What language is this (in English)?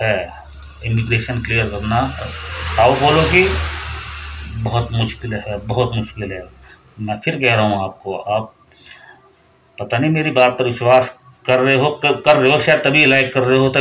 Hindi